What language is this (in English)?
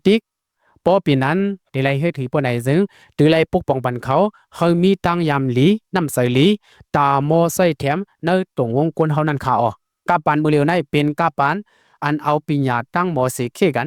Shan